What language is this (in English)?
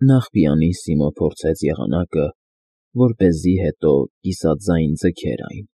Armenian